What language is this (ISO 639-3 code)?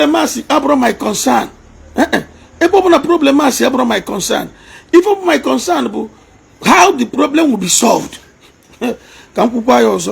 ibo